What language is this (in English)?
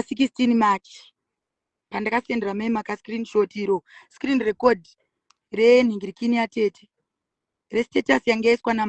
Shona